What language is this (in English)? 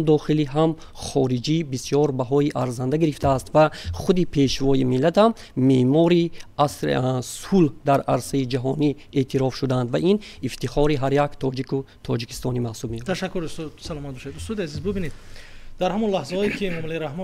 Tajik